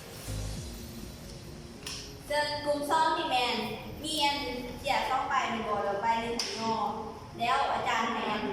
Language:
Lao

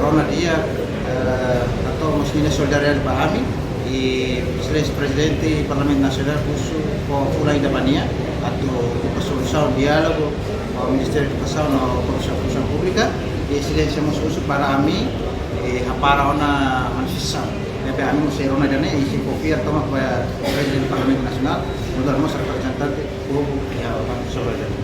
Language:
Tetum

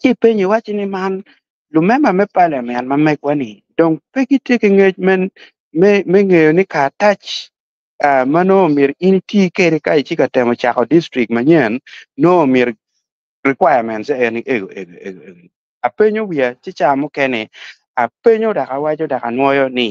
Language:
Acoli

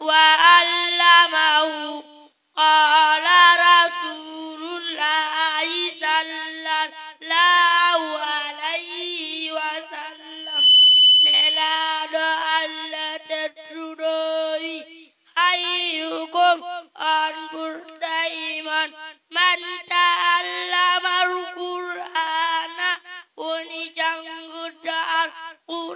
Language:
Fula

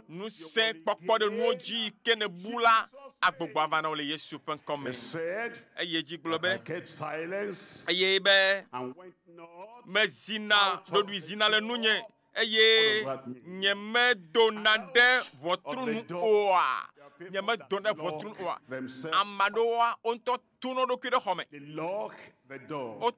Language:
Ewe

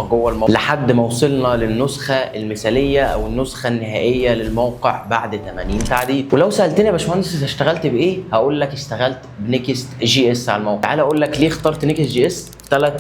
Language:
Egyptian Arabic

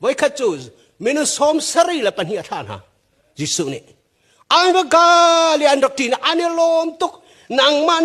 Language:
Hakha Chin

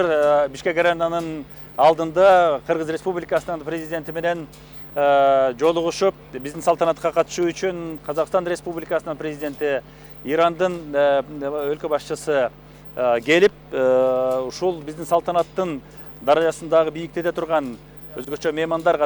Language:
Kyrgyz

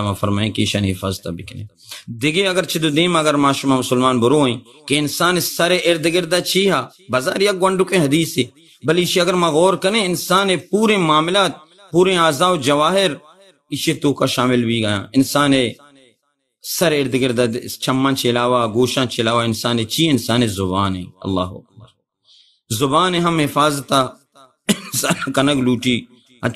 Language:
Baluchi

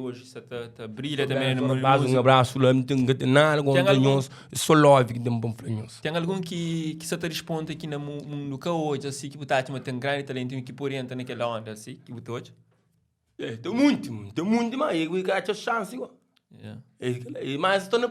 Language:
Kabuverdianu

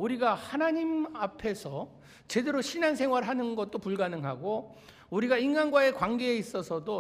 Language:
Korean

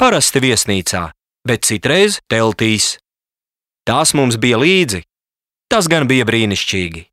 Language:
Latvian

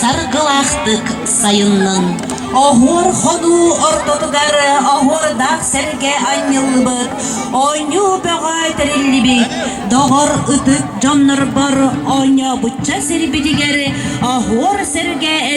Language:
Yakut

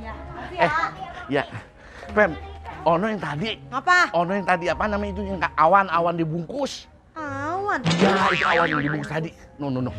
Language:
Betawi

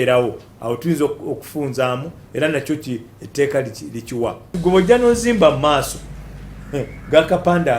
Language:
Ganda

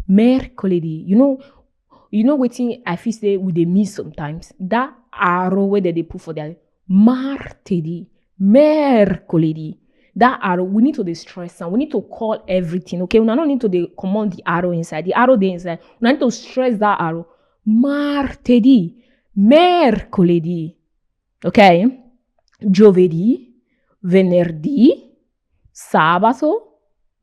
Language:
Nigerian Pidgin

